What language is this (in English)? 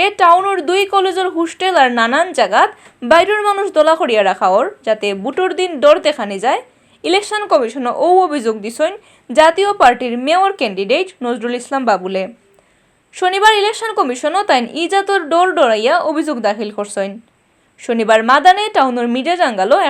Sylheti